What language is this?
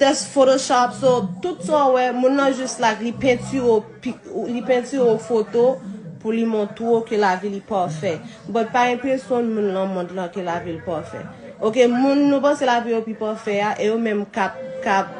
Haitian Creole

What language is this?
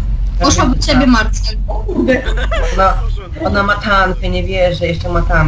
Polish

